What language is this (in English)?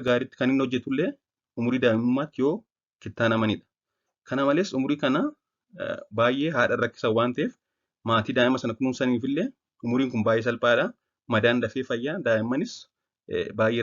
Oromo